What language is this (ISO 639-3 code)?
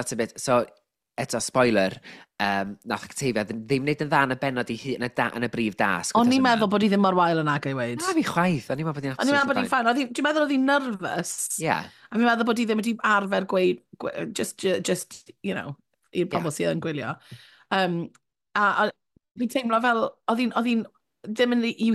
cym